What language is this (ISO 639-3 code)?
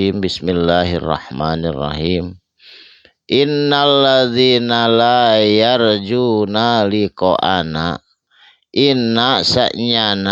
sun